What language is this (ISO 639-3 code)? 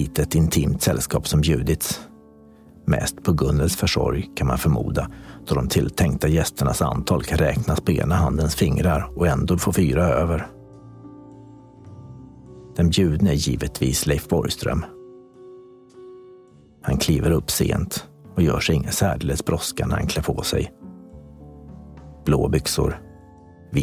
swe